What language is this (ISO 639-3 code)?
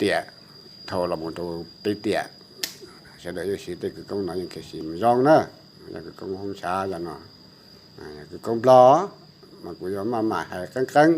hmn